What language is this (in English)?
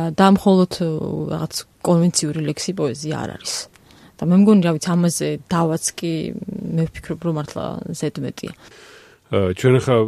Georgian